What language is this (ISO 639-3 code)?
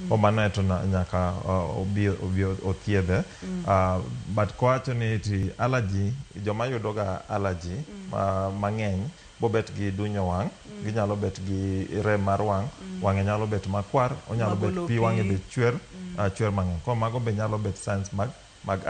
luo